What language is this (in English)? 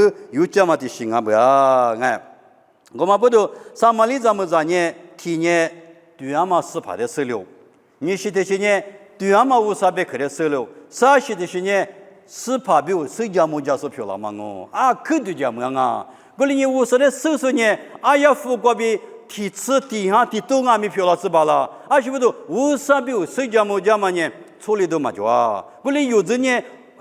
Lisu